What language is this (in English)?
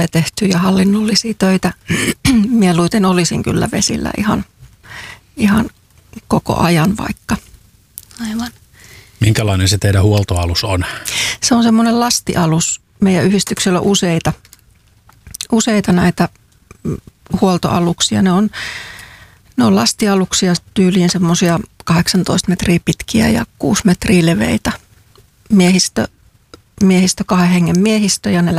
Finnish